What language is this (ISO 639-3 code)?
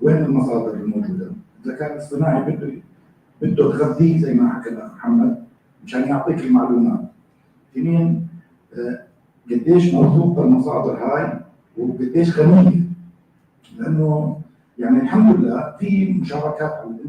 apc